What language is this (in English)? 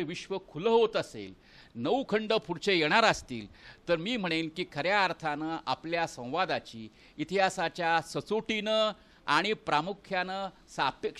Marathi